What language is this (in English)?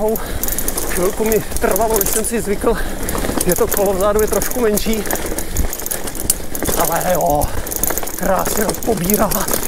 Czech